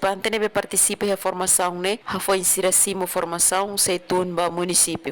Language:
Tetum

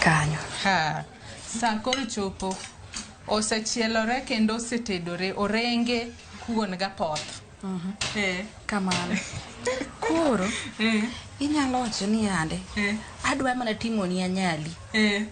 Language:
Luo (Kenya and Tanzania)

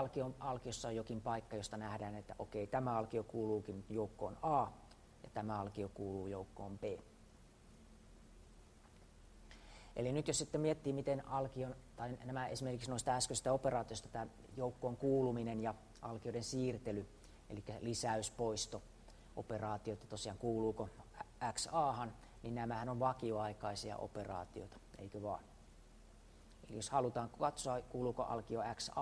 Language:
Finnish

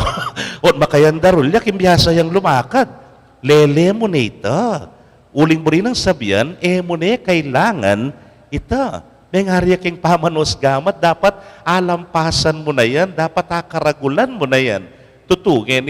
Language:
Pampanga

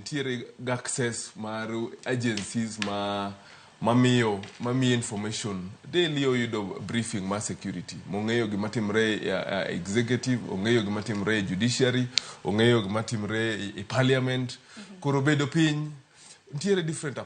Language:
Luo (Kenya and Tanzania)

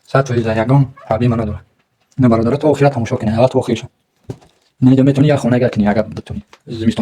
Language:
Tajik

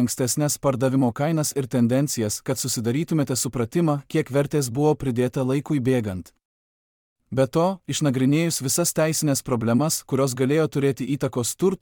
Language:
Lithuanian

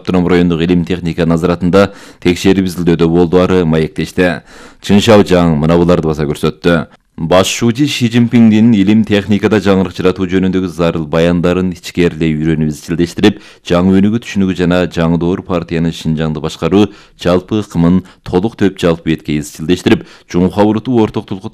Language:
Kyrgyz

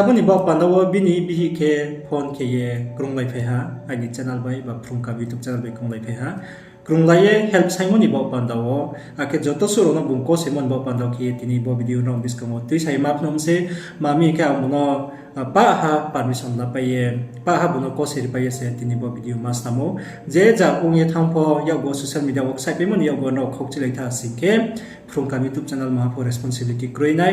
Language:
Riang (India)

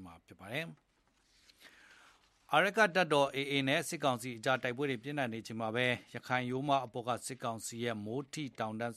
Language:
Burmese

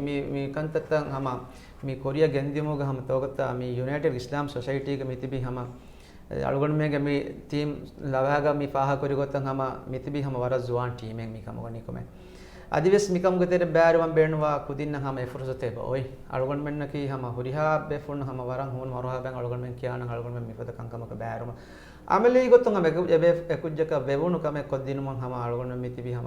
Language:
Divehi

